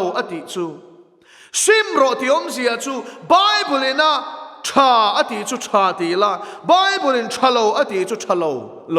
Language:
Mizo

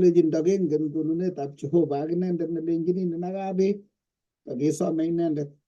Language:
Kalenjin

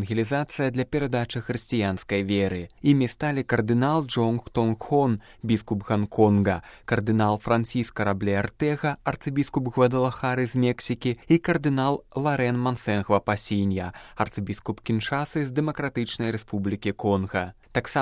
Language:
Belarusian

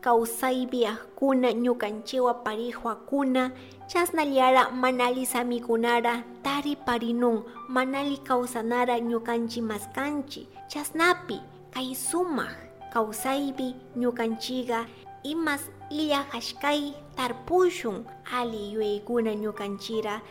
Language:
Chimborazo Highland Quichua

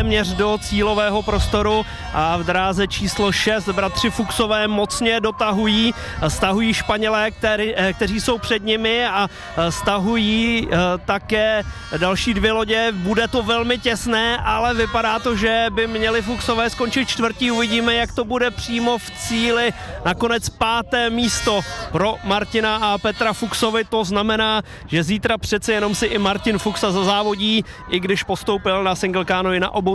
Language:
Czech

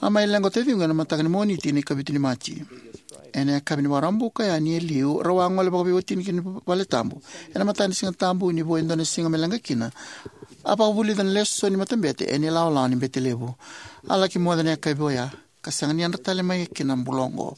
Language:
Fijian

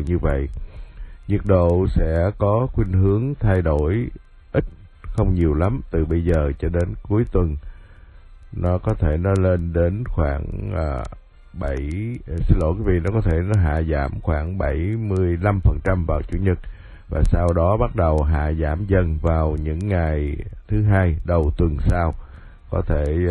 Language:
Vietnamese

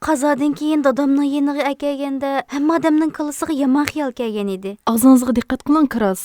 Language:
Uyghur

